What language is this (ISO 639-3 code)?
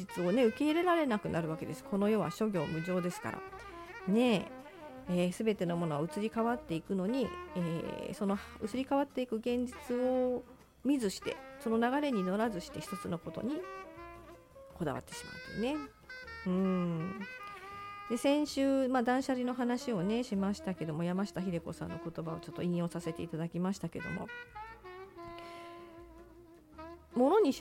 jpn